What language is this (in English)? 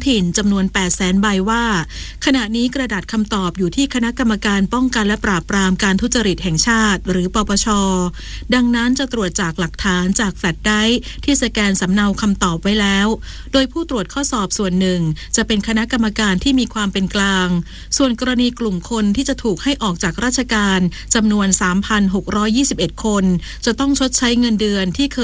Thai